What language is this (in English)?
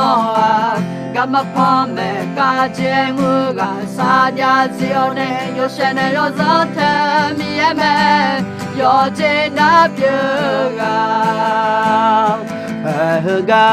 Akha